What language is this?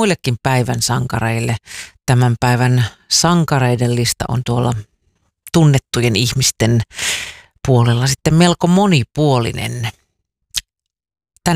Finnish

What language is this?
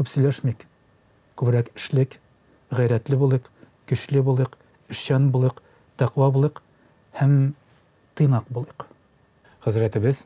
Tatar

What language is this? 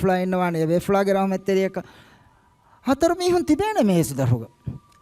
Divehi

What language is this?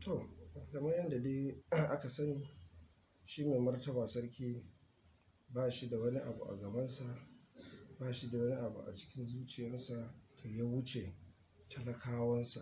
Hausa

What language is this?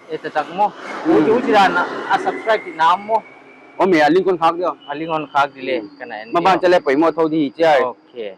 Paite Chin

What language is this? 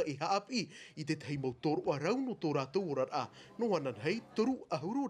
Tahitian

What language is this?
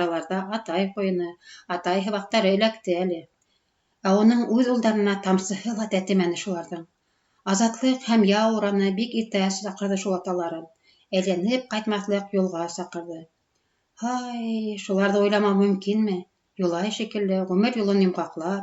Bashkir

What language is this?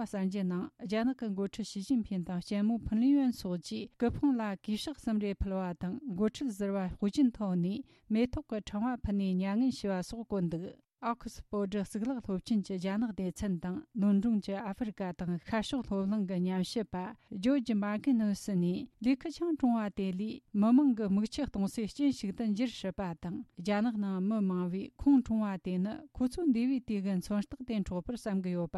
Tibetan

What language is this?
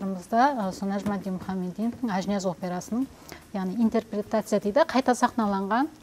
Kara-Kalpak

